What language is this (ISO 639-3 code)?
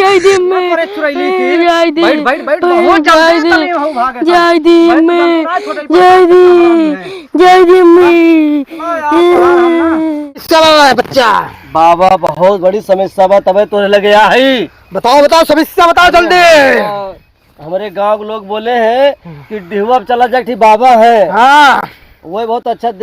awa